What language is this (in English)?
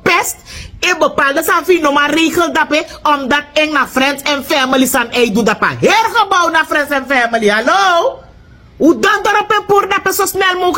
Sranan Tongo